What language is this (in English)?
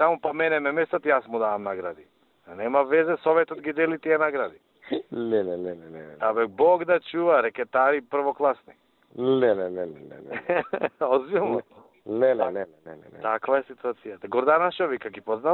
Macedonian